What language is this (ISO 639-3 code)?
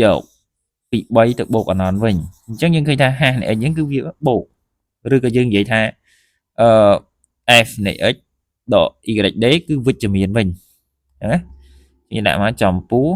khm